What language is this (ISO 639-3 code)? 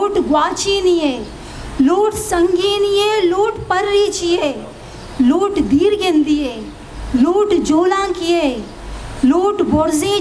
bgp